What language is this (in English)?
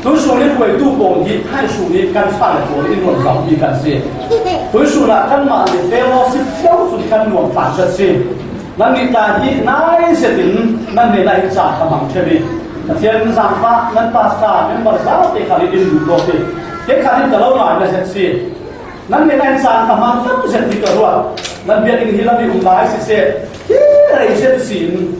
Falam Chin